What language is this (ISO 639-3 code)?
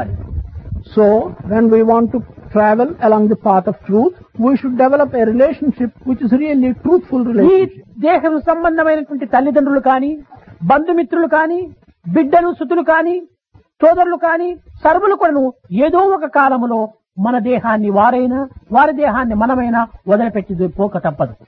tel